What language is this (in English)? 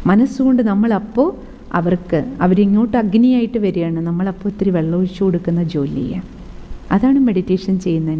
Malayalam